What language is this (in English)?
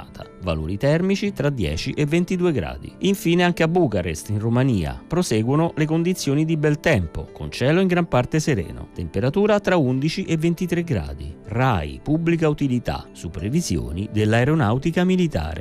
Italian